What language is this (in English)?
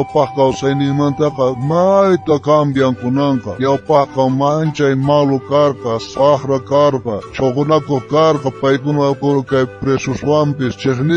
South Bolivian Quechua